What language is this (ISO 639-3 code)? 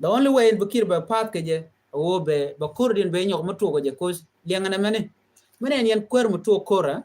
nus